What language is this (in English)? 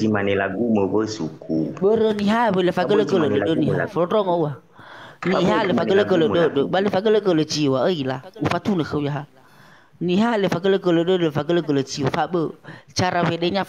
Nias